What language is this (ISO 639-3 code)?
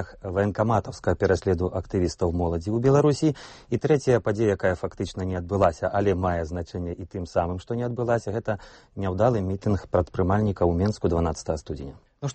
bel